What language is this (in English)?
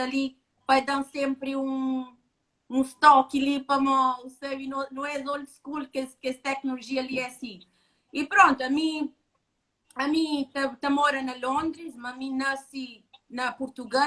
Kabuverdianu